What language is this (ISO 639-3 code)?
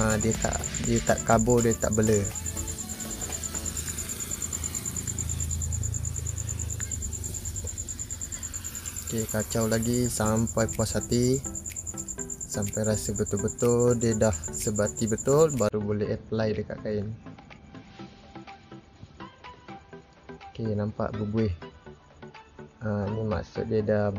msa